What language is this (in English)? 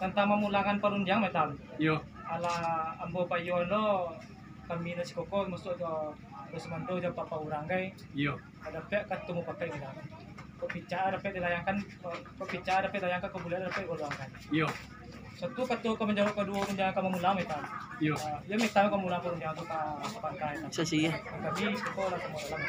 Minangkabau